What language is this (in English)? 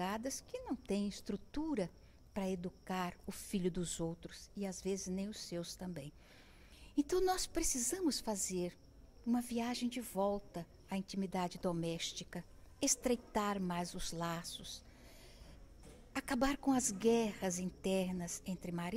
Portuguese